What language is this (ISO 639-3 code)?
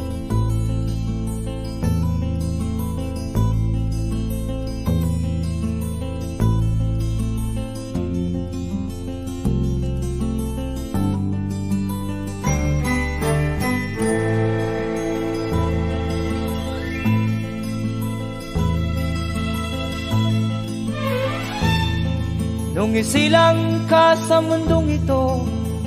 fil